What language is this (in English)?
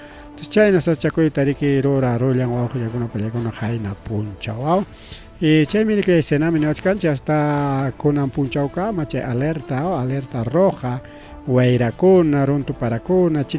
Ayacucho Quechua